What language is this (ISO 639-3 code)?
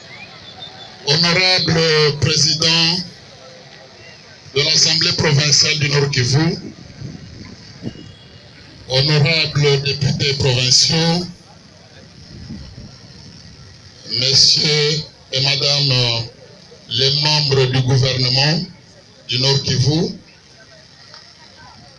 fra